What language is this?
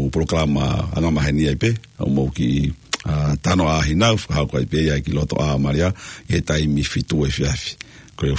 Tongan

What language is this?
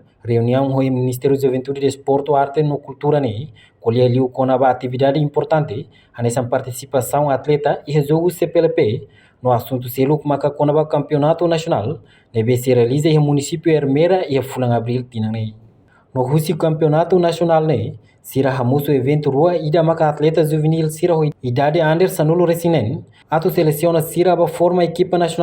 Tetum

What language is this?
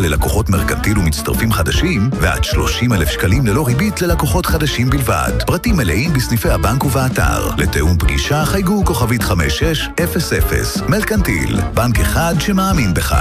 Hebrew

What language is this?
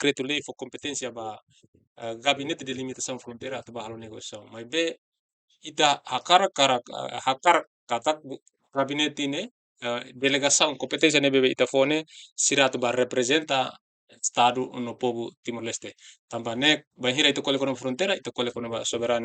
Tetum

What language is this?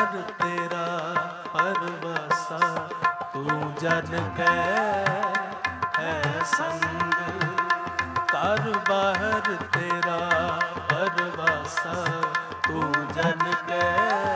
Punjabi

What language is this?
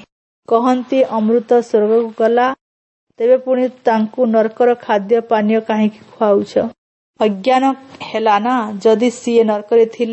Odia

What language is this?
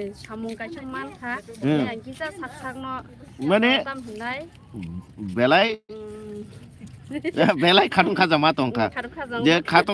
Kok Borok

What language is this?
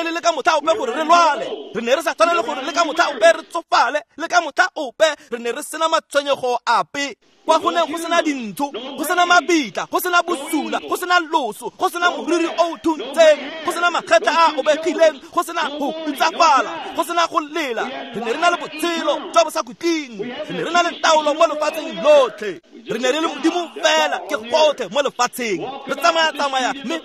Tswana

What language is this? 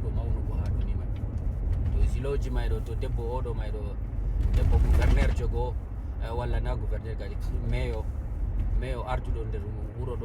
Fula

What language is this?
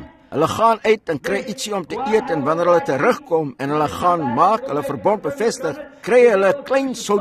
Afrikaans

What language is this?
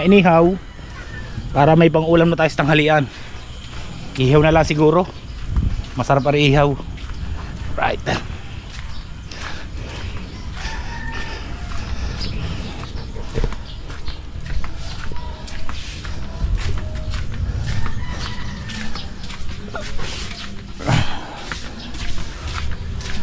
Filipino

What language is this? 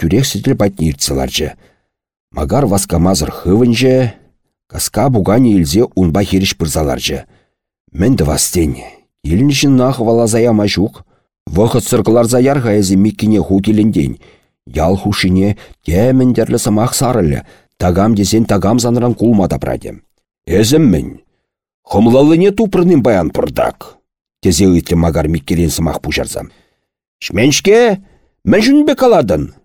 Chuvash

